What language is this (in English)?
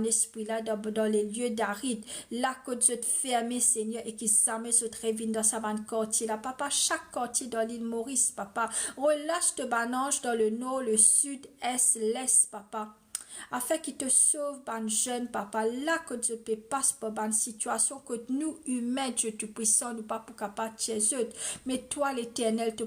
Morisyen